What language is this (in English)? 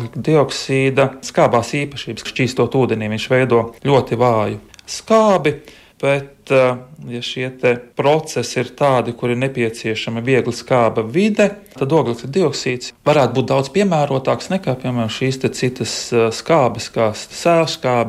Latvian